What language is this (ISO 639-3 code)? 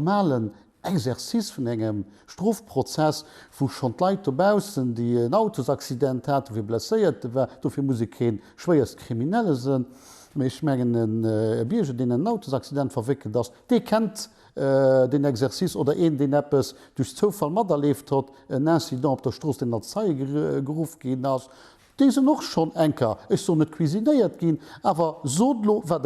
ltz